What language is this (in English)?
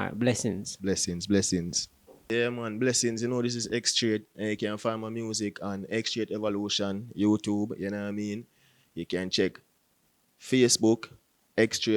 Jamaican Creole English